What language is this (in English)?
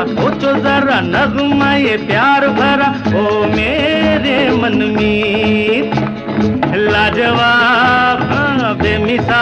Hindi